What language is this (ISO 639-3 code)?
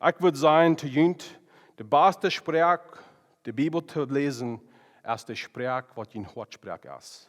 pdt